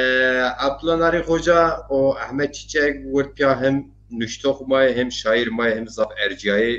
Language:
Zaza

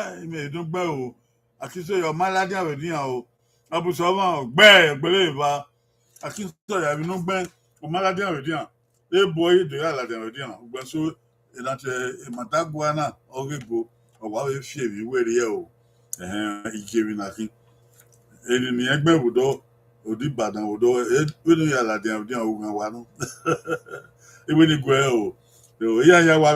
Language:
Bini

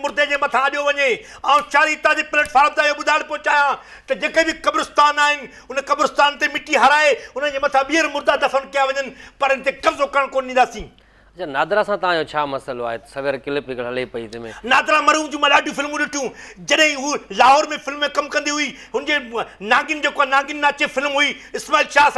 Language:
Sindhi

